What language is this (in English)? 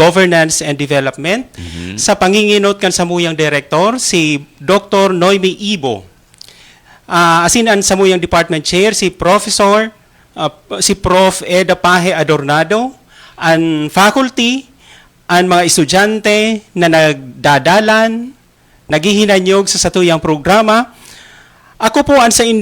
Bikol